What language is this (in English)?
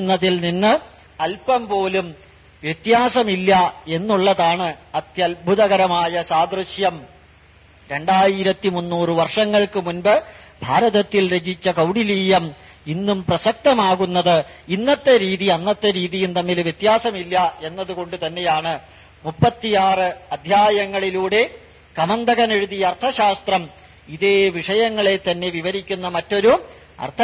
Malayalam